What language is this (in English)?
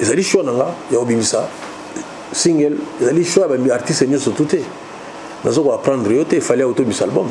Lingala